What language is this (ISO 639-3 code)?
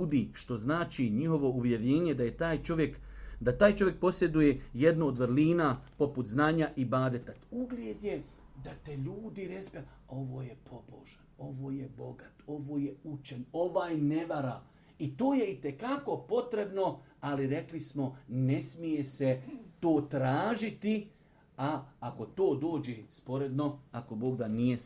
bos